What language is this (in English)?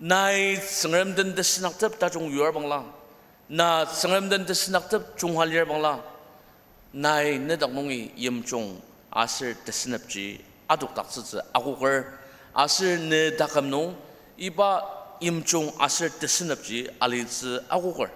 Ao Naga